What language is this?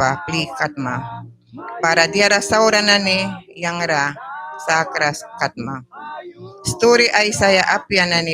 Mískito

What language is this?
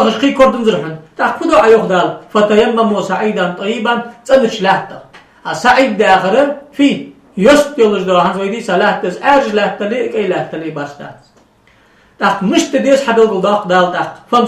Ingush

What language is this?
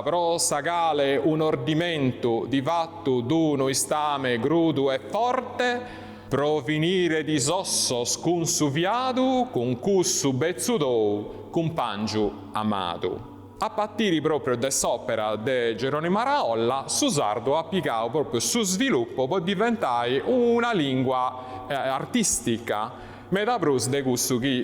Sardinian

